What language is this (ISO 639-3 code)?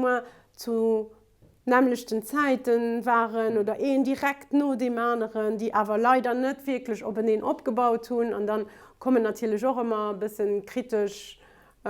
ltz